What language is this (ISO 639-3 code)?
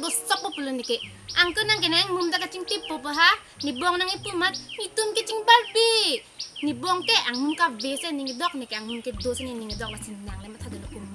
mjw